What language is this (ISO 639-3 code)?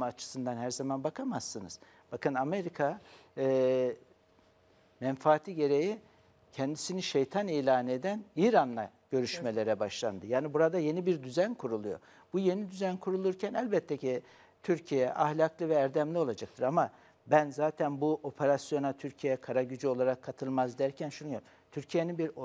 tur